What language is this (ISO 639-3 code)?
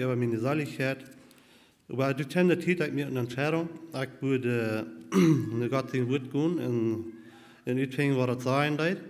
pdt